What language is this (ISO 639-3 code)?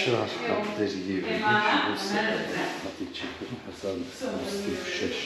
kur